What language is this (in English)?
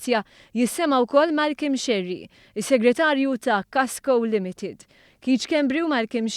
Maltese